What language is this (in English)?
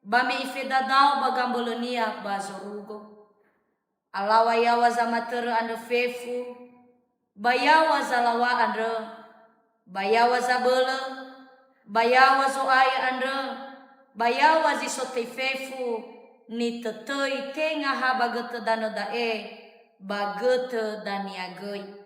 Nias